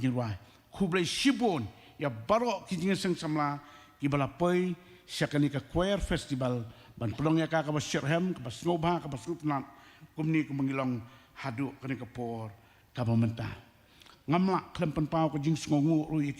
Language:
Khasi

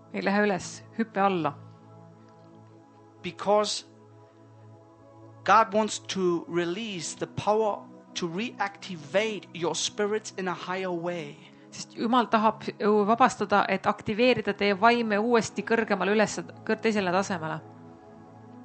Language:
Estonian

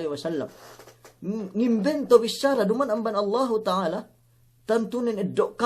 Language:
Yakan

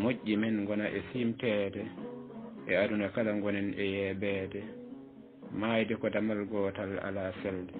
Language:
Fula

